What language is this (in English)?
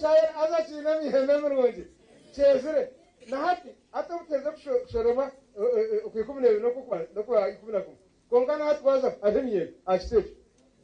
Nyankole